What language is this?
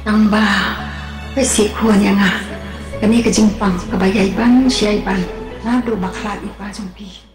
Khasi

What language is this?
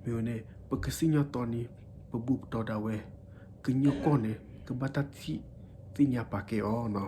S'gaw Karen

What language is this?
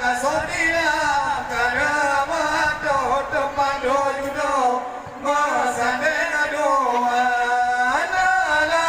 Achinese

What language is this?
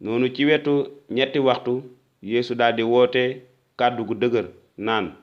Wolof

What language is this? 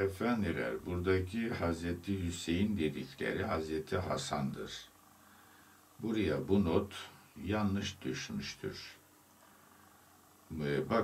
Turkish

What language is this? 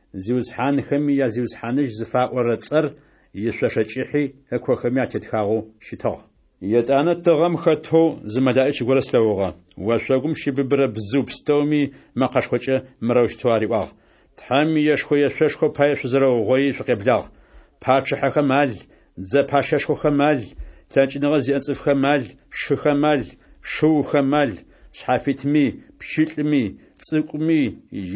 Adyghe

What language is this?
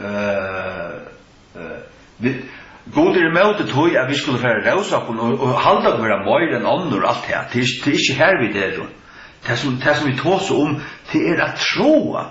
Faroese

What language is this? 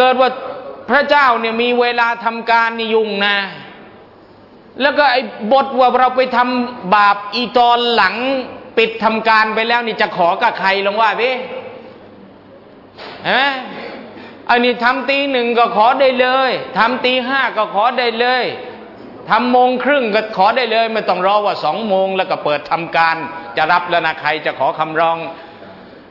Thai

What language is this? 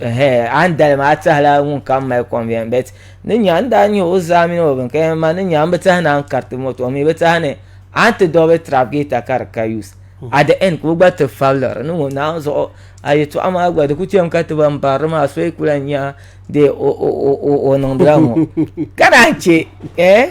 Dagbani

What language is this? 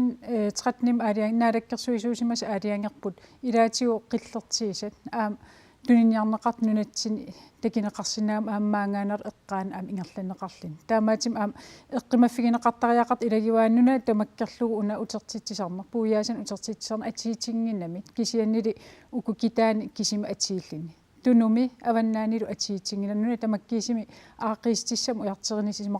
Kalaallisut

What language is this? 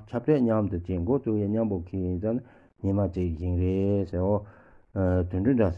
Tibetan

